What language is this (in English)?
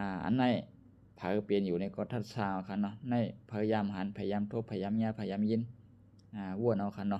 Shan